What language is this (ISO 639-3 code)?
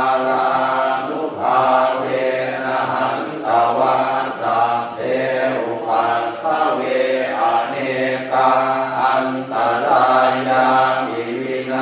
pli